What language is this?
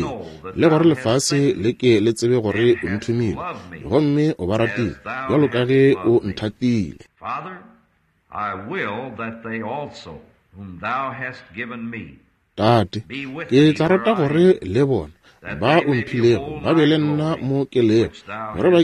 Northern Sotho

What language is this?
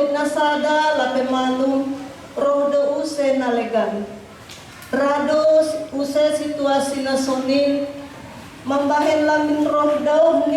Batak Simalungun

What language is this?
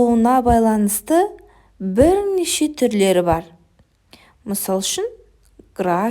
Kazakh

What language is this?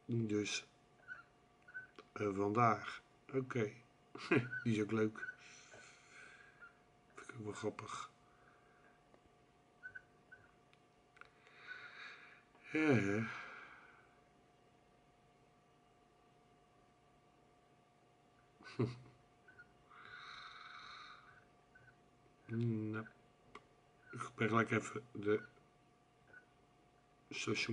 Dutch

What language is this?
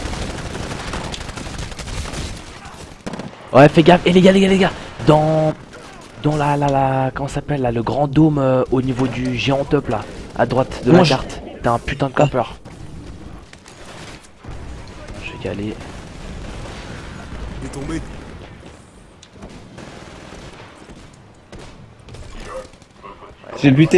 French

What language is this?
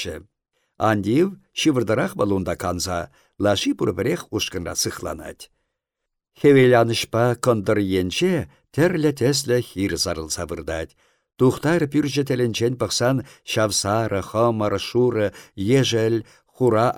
Chuvash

